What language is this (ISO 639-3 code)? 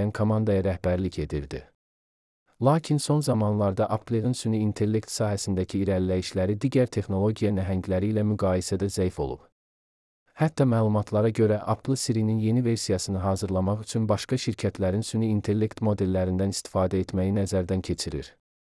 aze